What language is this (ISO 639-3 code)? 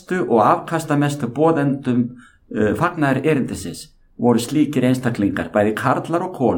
isl